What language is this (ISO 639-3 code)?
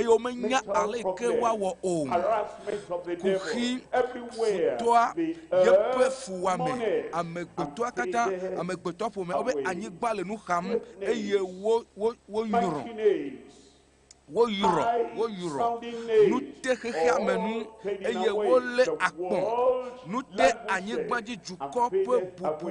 ewe